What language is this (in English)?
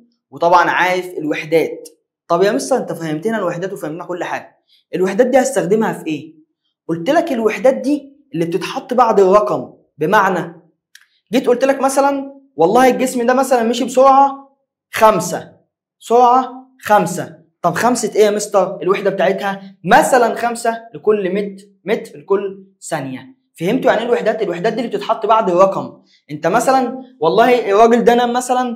Egyptian Arabic